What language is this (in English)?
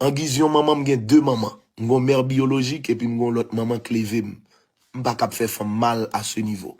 Haitian Creole